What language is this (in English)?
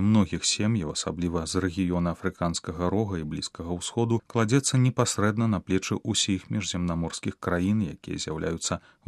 Belarusian